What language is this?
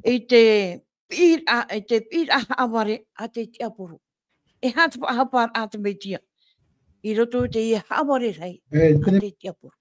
Tahitian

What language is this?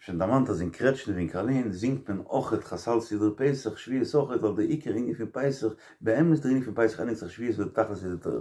Yiddish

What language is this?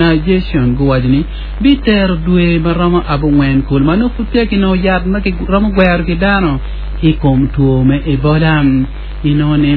Acoli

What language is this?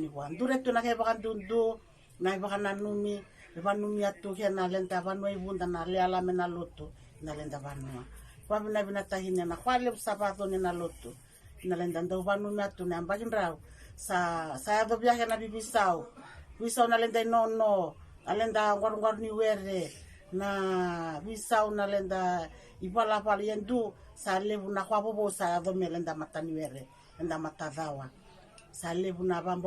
Fijian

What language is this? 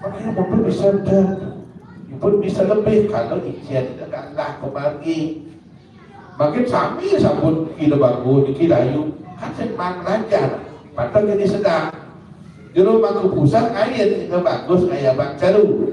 Balinese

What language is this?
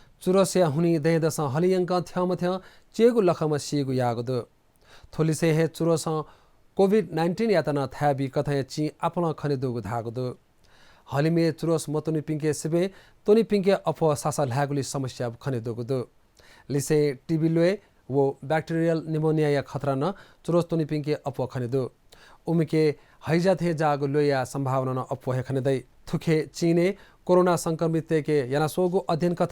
Newari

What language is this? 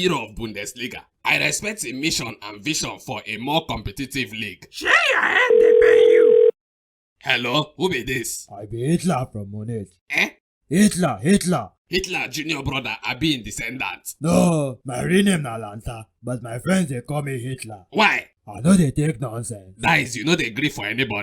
Nigerian Pidgin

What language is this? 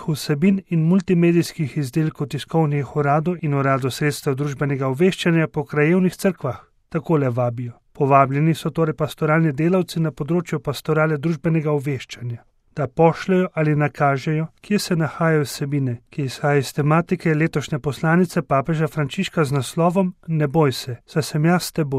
Slovenian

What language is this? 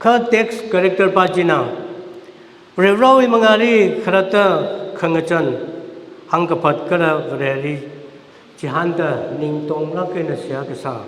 Tangkhul Naga (India)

